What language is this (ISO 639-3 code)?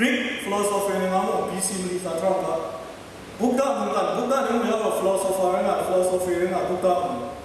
kac